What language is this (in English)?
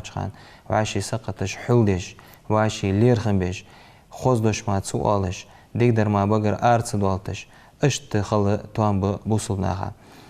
Ingush